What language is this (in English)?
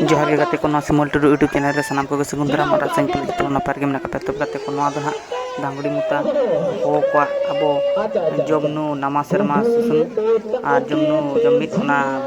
Santali